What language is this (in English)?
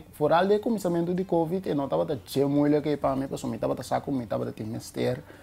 Papiamento